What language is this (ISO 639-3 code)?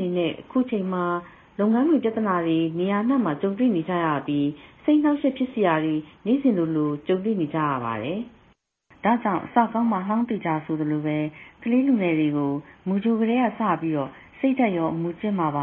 mya